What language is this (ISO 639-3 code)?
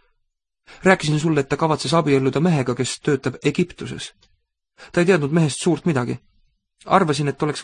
est